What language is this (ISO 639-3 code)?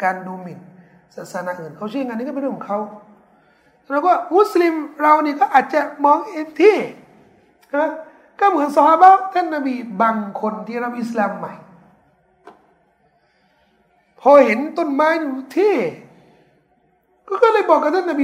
tha